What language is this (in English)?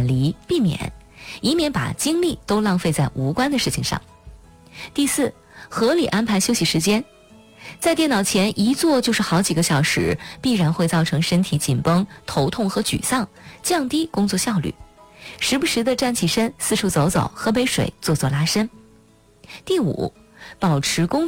Chinese